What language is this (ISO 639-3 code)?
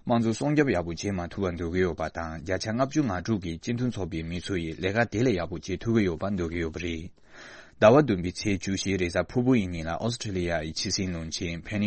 bod